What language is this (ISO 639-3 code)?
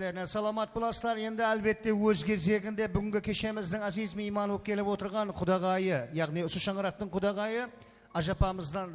kaa